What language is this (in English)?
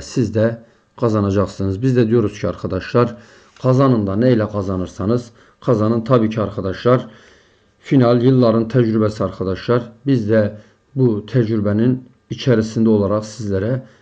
Turkish